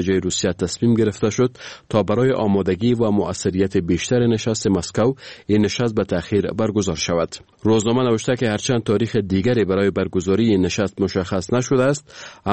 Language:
Persian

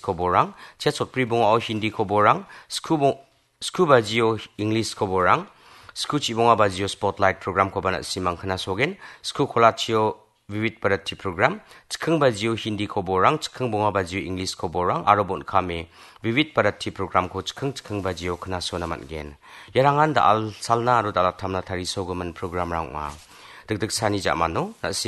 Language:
Garo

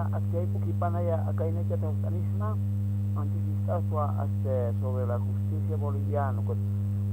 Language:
Aymara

